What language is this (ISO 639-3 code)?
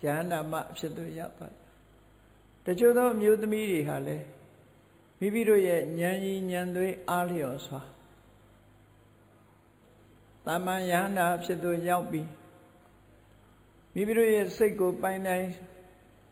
mya